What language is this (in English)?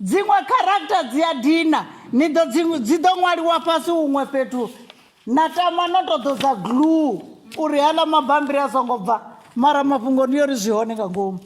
Venda